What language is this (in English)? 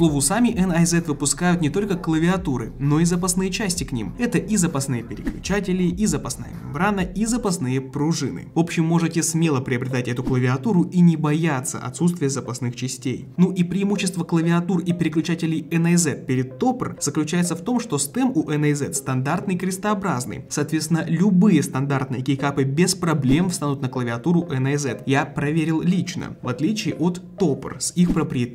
Russian